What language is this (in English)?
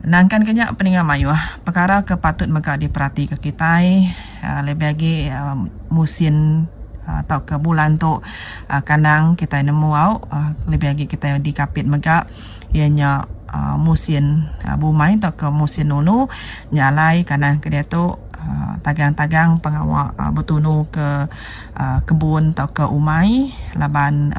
Iban